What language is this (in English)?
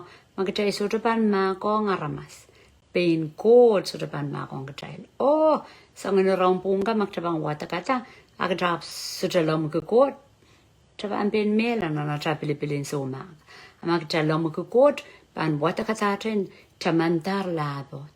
Pohnpeian